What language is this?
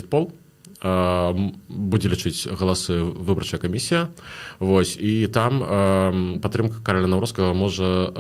Belarusian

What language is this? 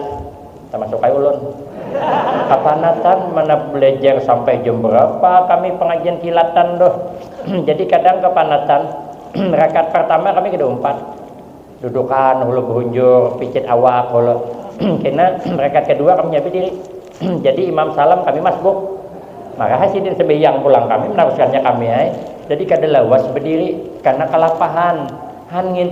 Banjar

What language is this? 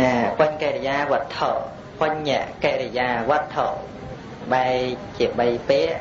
Khmer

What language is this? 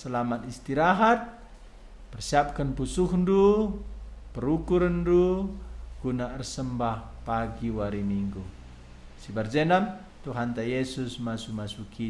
Batak Karo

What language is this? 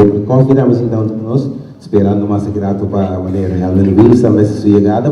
Papiamento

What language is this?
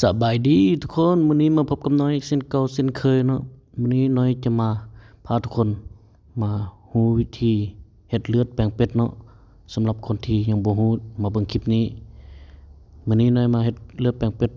Lao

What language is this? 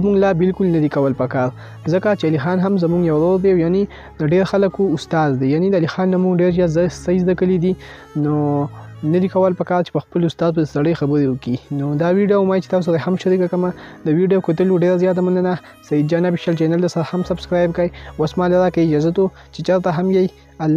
Pashto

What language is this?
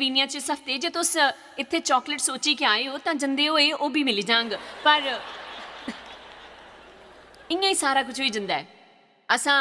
Dogri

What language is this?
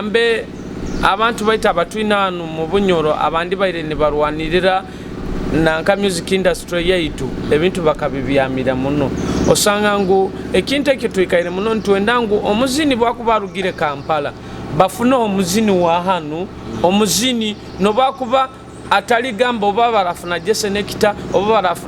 Nyoro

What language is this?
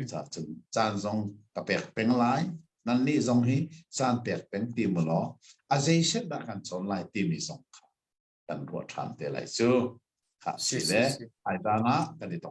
Hakha Chin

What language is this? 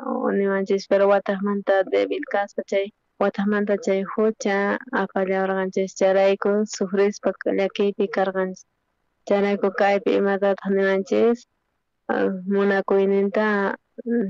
South Bolivian Quechua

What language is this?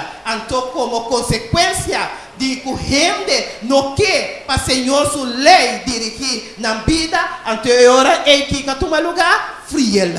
Papiamento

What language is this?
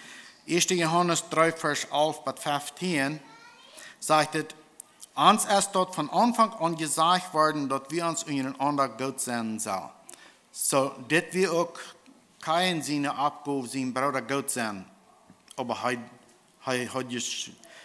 Plautdietsch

